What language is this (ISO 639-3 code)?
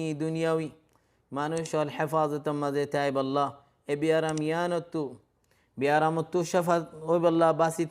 rhg